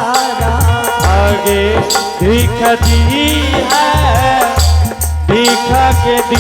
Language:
Angika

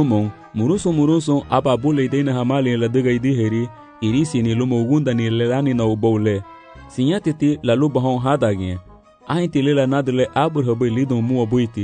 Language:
Garifuna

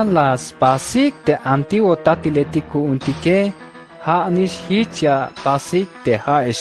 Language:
Tzeltal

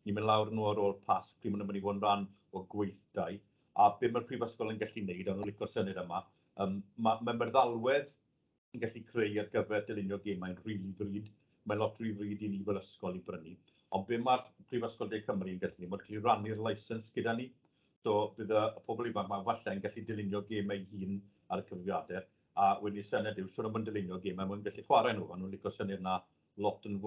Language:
Welsh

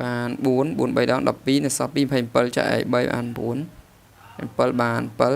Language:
Khmer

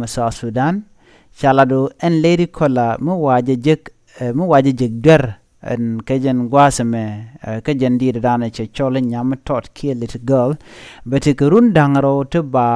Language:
Nuer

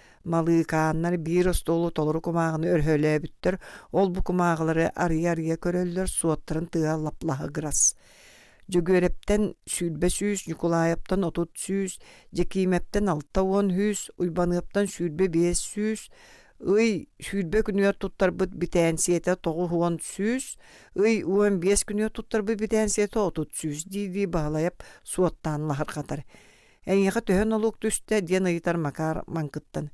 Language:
Yakut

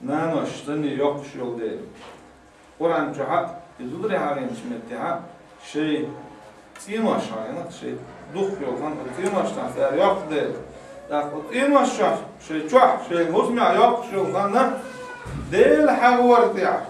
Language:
Chechen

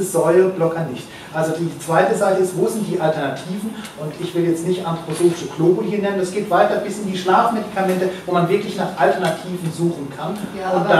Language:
German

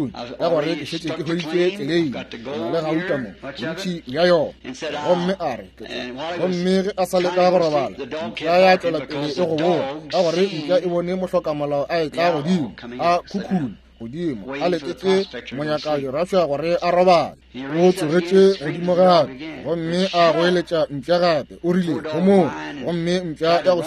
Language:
Northern Sotho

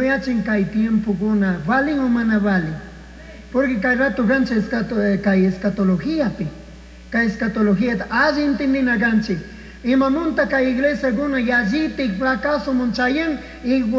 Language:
Chimborazo Highland Quichua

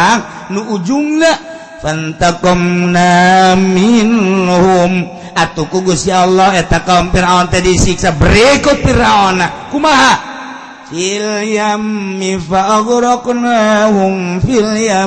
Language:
Sundanese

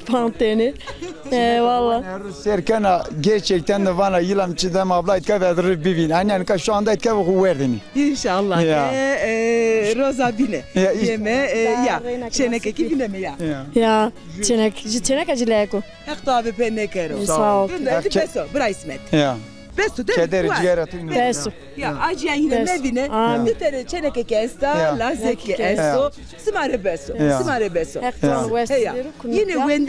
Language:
Zaza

